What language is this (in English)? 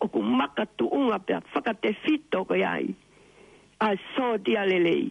Tongan